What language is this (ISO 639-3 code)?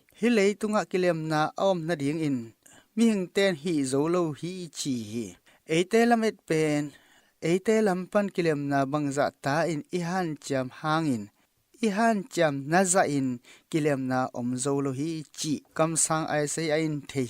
ctd